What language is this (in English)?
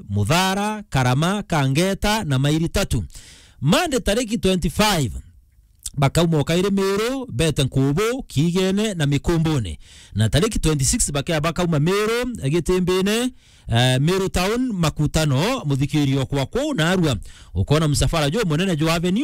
Meru